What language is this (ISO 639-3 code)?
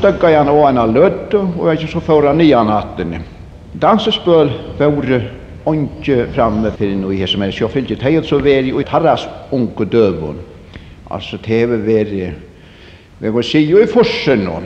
fao